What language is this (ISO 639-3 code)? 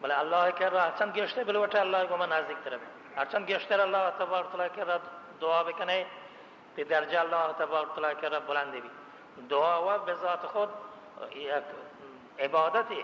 bal